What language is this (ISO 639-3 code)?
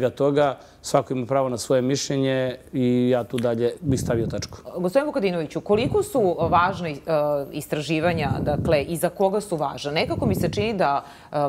srp